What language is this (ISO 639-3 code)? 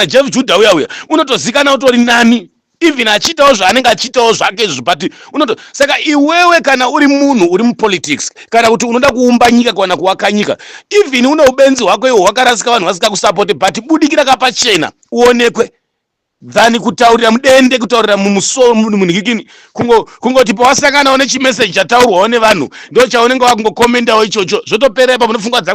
sna